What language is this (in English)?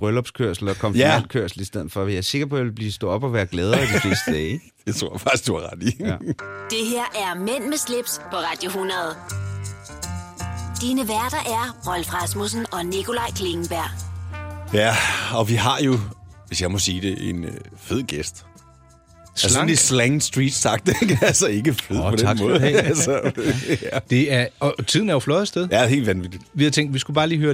Danish